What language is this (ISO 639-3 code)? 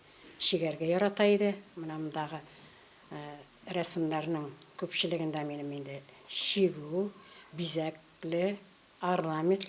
tat